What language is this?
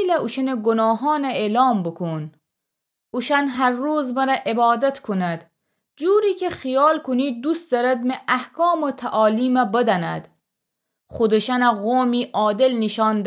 Gilaki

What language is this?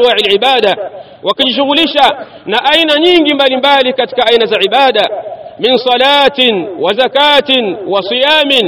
Swahili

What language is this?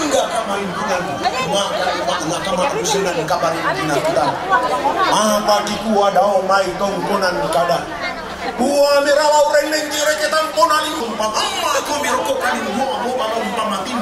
Toraja-Sa'dan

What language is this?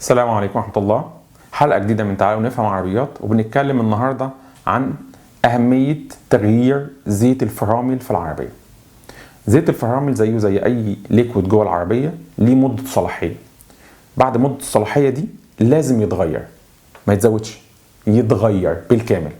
Egyptian Arabic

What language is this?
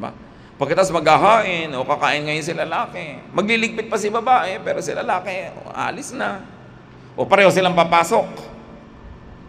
Filipino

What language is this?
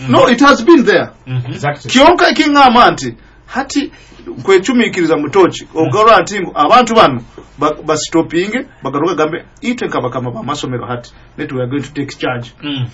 Nyoro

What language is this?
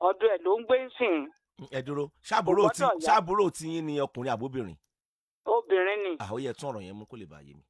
Yoruba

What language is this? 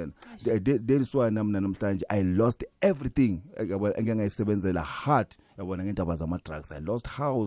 South Ndebele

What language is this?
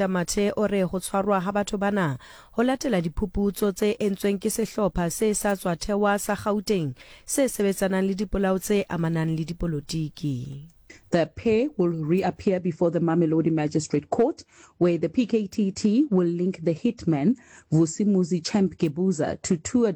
Southern Sotho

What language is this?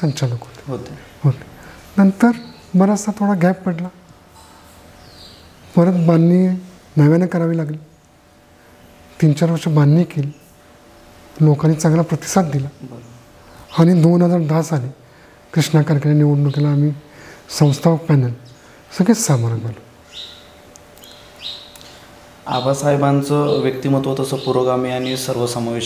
Marathi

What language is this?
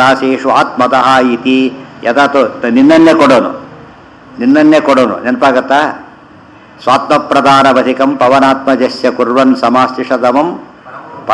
Kannada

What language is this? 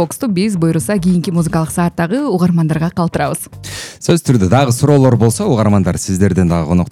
Kyrgyz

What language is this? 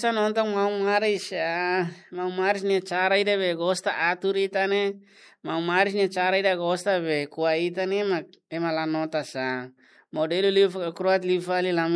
Tetum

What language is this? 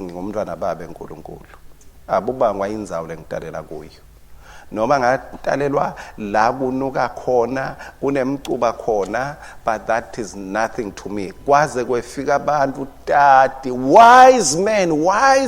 Swati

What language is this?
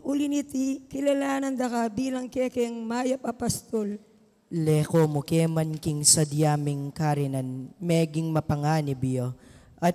Pampanga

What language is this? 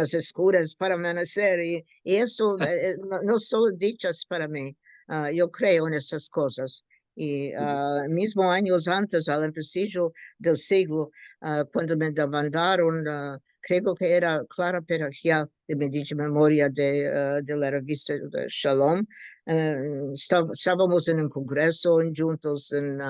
Ladino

